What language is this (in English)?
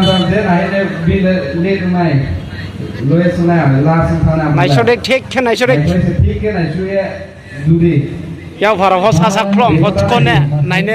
Riang (India)